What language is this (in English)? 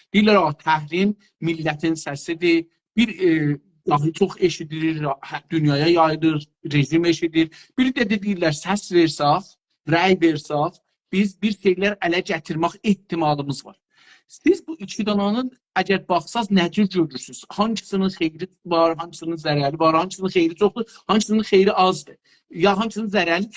South Azerbaijani